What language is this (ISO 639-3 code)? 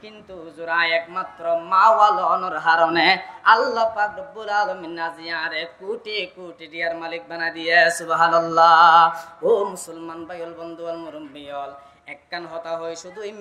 rhg